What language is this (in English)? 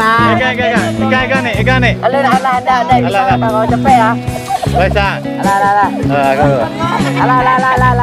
Minangkabau